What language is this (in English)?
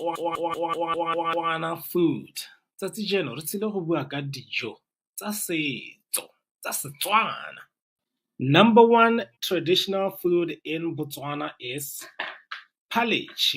Tswana